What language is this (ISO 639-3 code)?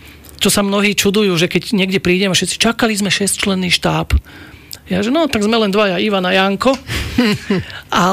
slk